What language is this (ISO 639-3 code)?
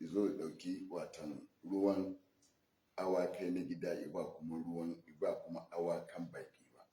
hau